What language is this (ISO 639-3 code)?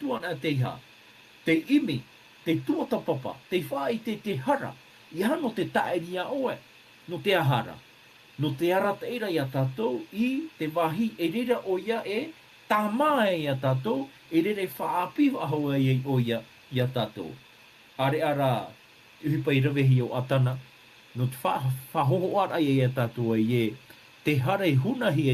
tah